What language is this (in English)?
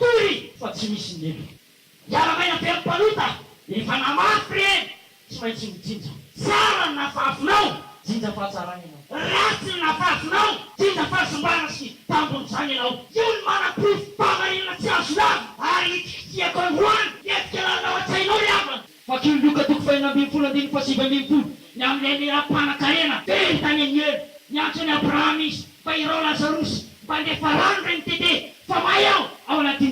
Malagasy